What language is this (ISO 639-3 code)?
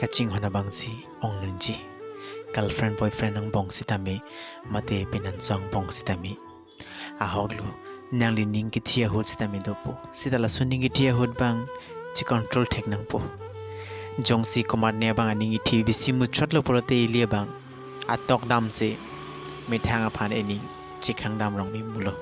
mjw